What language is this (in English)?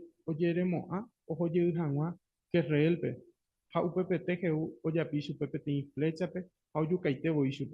Guarani